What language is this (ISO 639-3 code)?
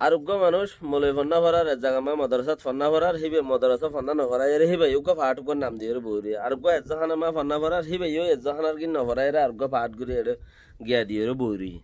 rhg